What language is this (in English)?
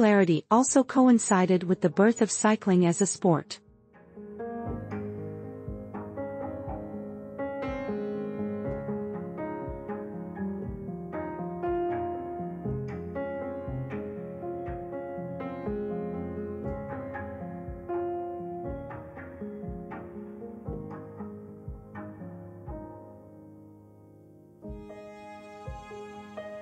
English